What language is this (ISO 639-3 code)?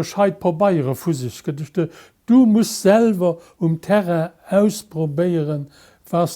ltz